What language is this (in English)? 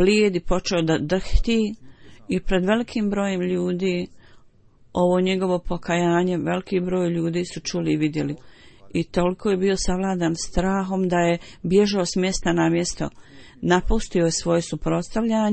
Bosnian